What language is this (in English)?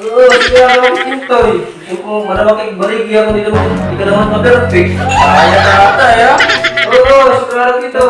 Waray